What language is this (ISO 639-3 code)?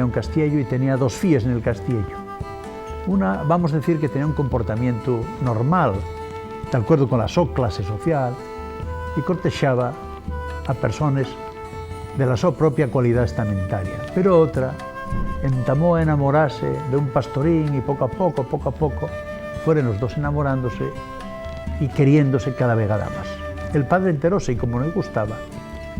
ast